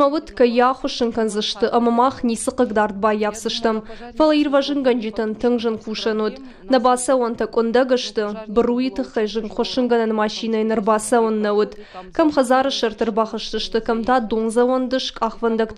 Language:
Ossetic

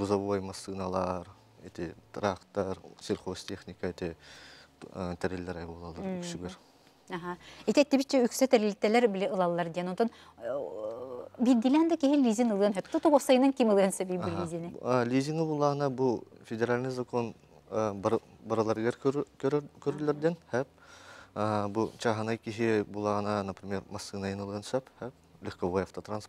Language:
Yakut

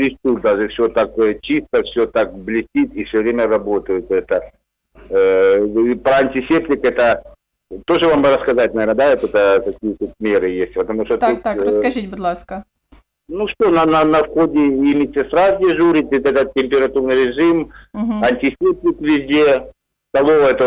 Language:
Ukrainian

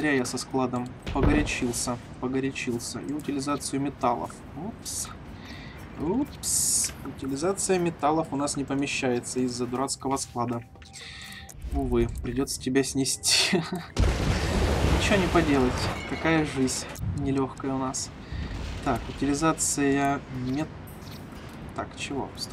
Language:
Russian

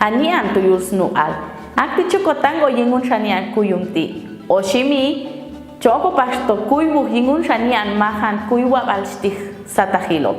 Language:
Popti'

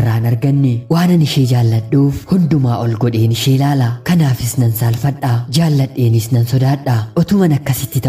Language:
Oromo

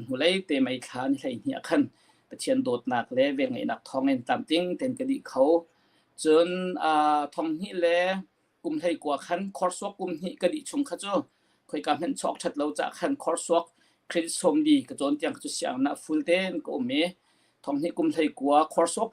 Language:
Hakha Chin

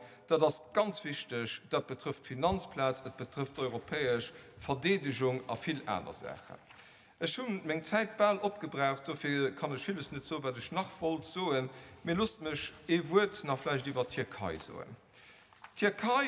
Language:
Luxembourgish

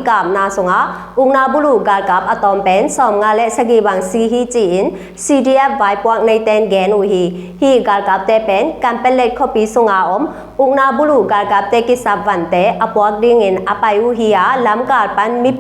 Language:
Tedim Chin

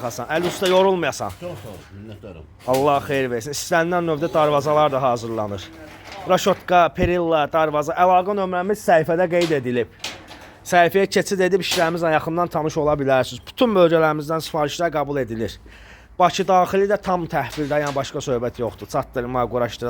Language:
Azerbaijani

